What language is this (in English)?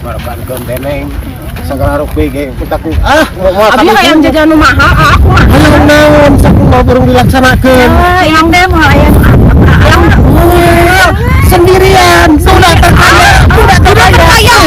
Sundanese